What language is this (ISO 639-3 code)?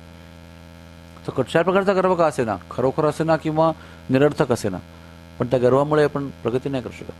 mar